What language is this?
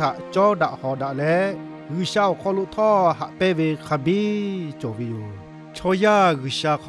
Lahu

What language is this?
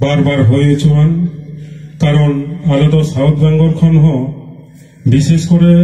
Santali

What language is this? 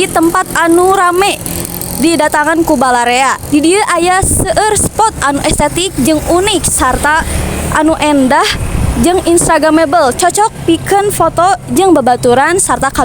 Sundanese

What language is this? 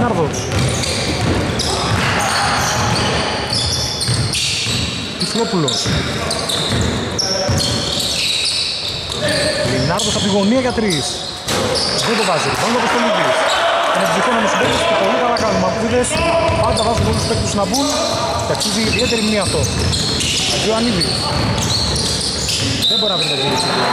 Greek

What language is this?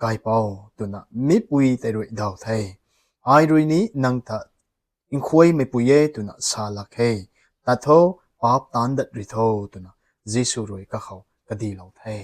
Rongmei Naga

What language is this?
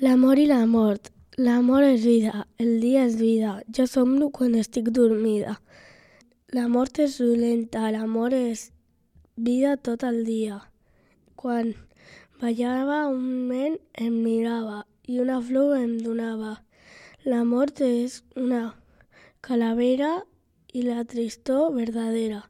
Catalan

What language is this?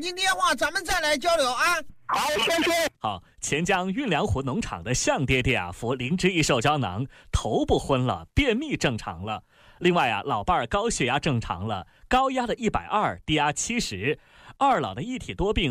Chinese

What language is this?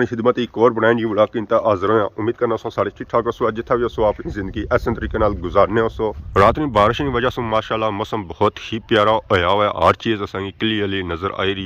Pahari-Potwari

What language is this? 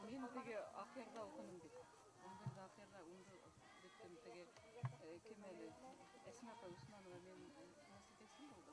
Bashkir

